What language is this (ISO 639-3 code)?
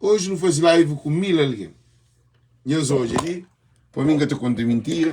kea